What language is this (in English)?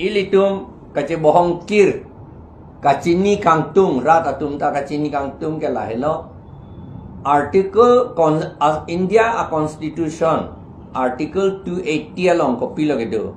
Karbi